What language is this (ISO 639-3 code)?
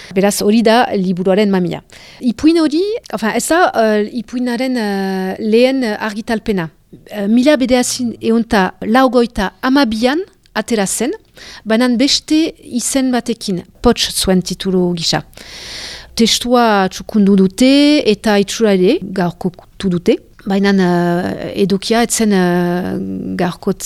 eus